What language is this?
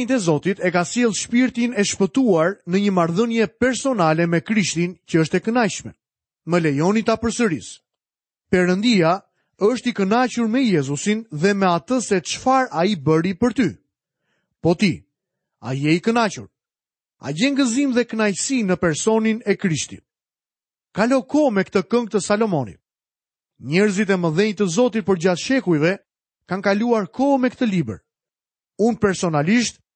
Albanian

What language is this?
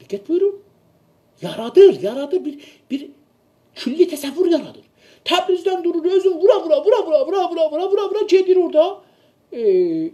South Azerbaijani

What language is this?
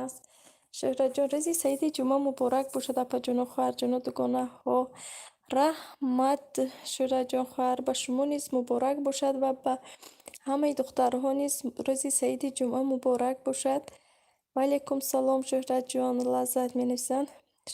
Tajik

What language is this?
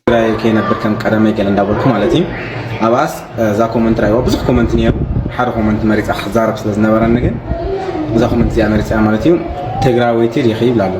Tigrinya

